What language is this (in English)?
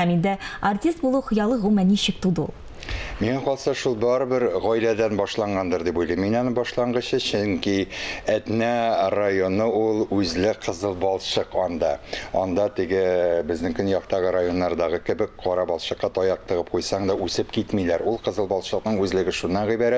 Tatar